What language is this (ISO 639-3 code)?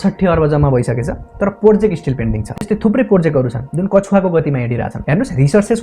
nep